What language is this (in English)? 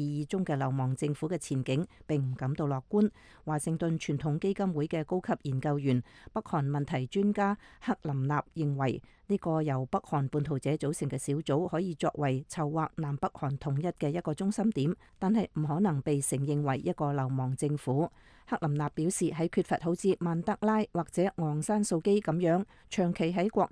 Cantonese